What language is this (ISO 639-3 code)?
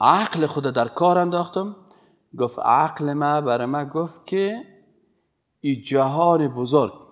fas